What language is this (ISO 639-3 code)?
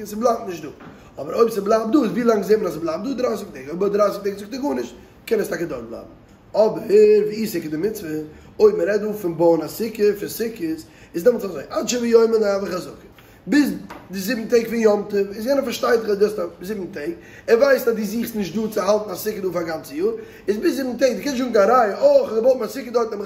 yid